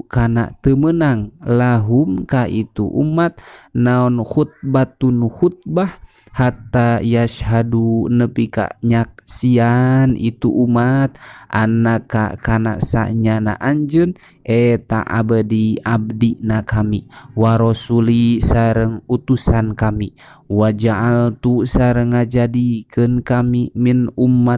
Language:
Sundanese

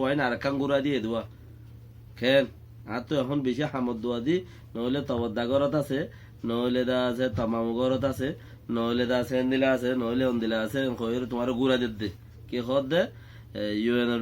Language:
Rohingya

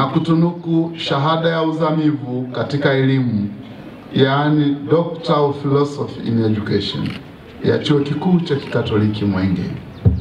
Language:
Swahili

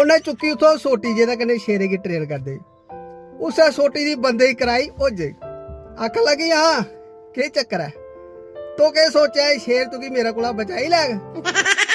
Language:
Dogri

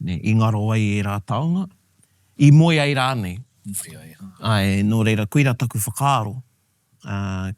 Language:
Māori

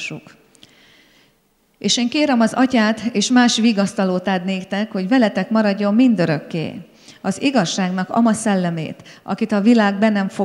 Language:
Hungarian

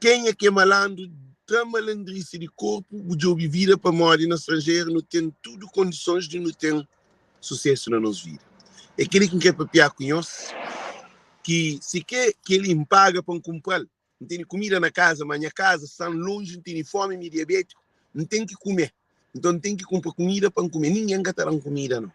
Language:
Kabuverdianu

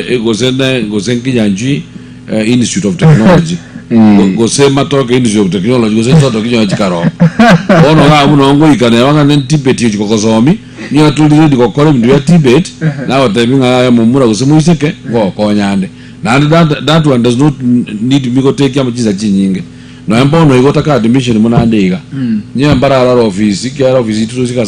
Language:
Gusii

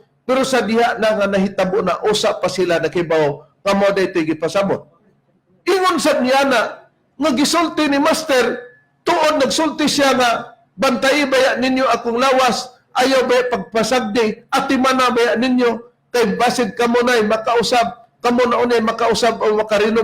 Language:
Cebuano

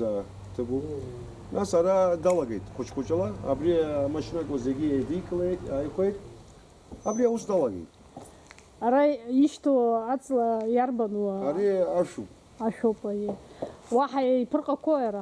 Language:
Abkhazian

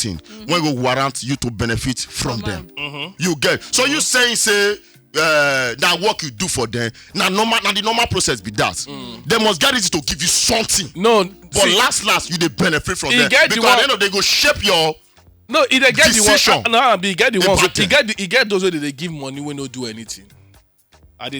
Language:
Nigerian Pidgin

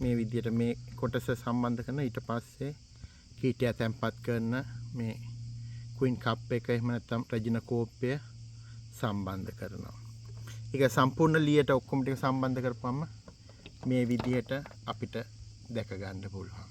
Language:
Sinhala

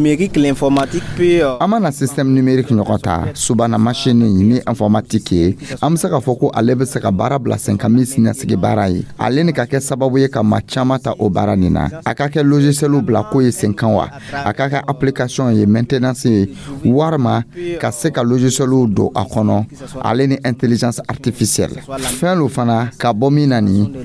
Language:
Dyula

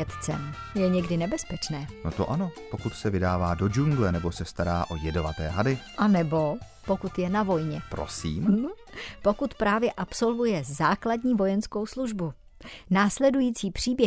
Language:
Czech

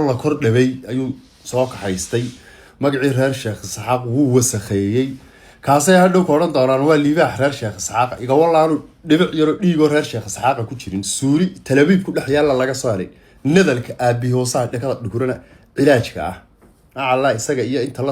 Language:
Somali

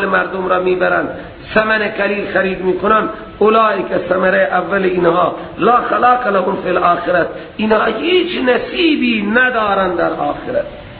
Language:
Persian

